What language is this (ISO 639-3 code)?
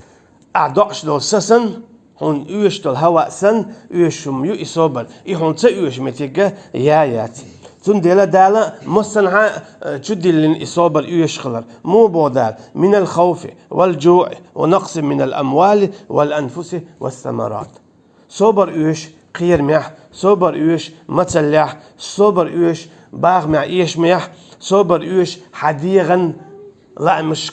che